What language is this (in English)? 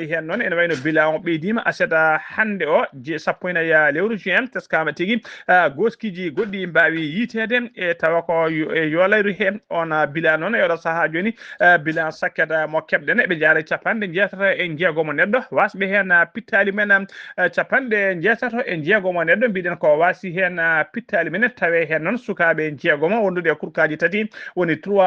Fula